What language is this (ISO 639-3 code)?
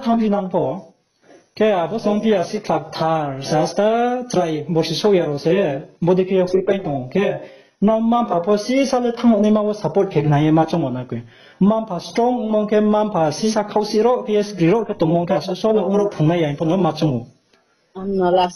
ria